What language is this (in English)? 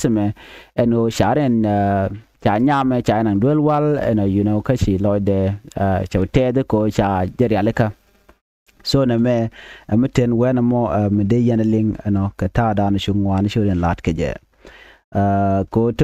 Nuer